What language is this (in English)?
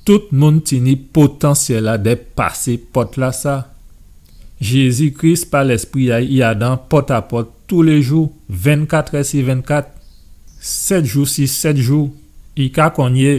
Guadeloupean Creole French